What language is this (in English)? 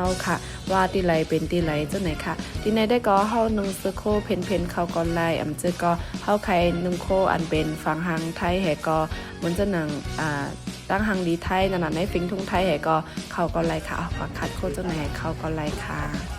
Shan